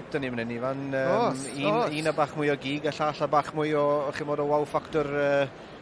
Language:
Welsh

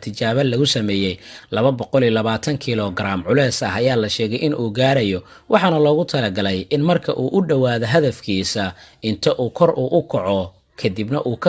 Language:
Somali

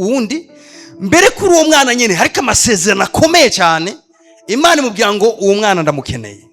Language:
Rundi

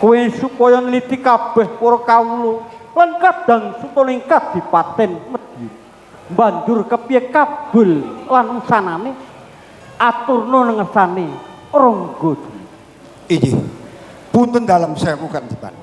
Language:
Javanese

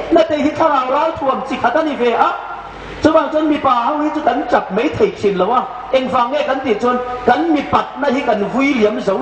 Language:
Hmar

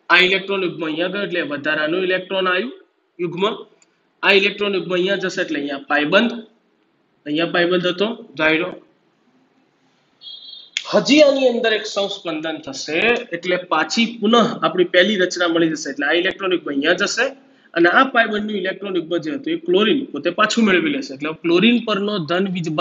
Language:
Gujarati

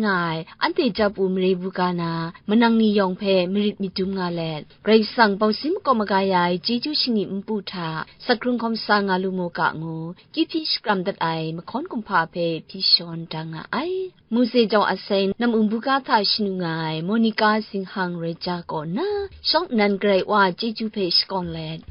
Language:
Kachin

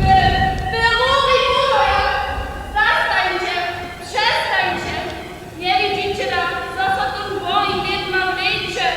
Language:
Upper Sorbian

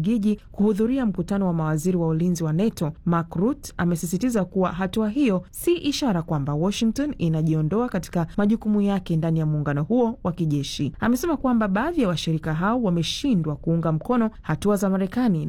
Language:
Swahili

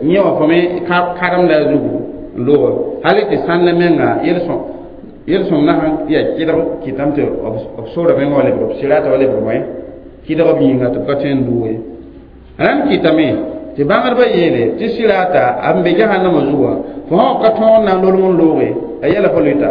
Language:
Mossi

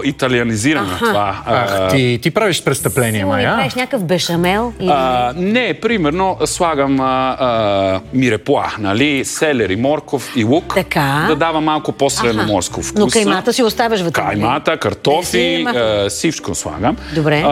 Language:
Bulgarian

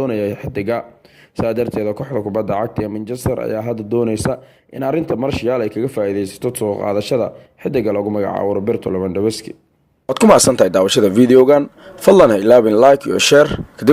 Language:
Somali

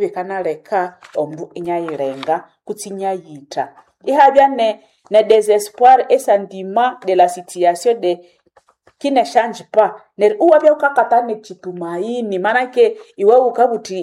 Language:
Nande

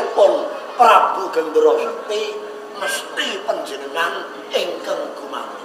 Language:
Javanese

